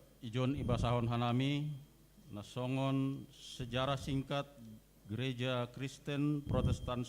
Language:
Batak Simalungun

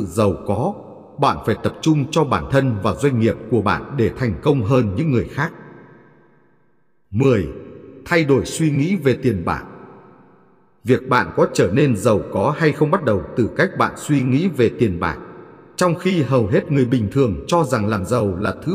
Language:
Vietnamese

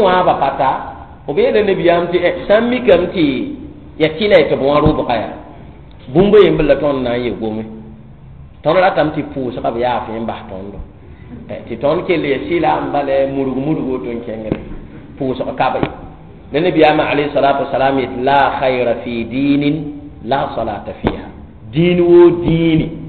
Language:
Mossi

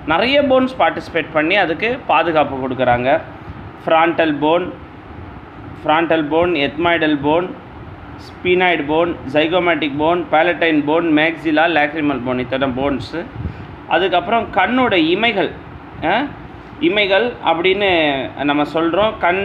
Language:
Tamil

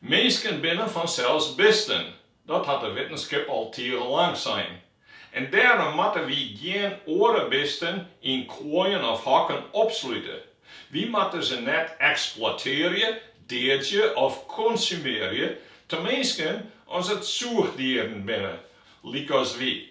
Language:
Western Frisian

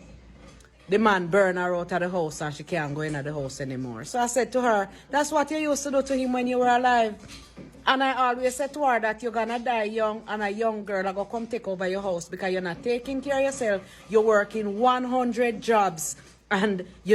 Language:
Jamaican Creole English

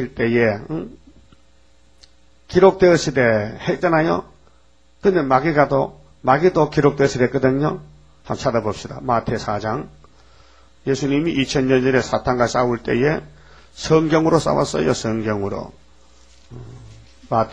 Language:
Korean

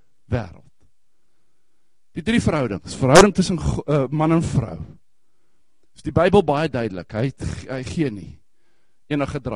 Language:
Afrikaans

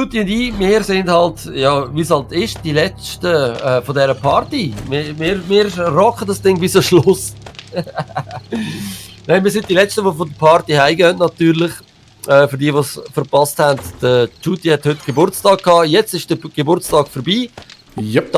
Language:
Swiss German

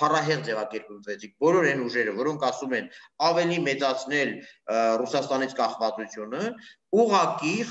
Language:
Armenian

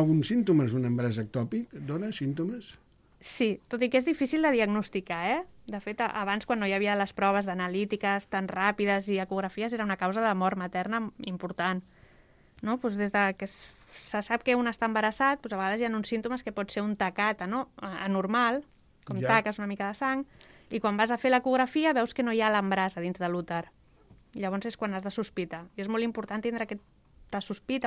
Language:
Catalan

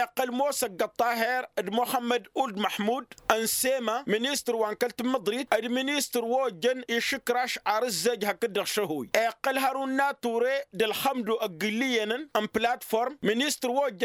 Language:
Tamasheq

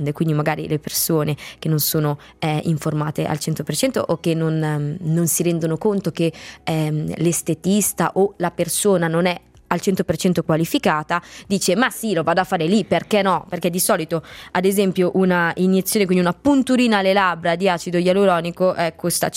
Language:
Italian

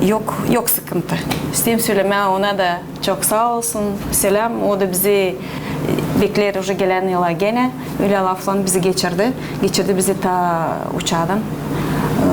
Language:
Gagauz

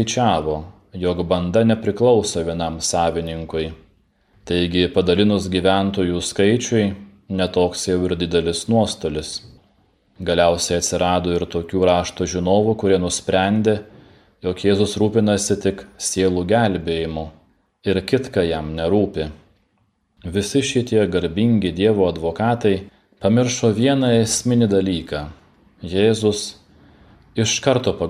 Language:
Lithuanian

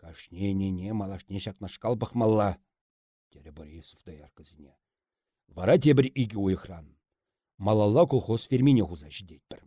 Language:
Chuvash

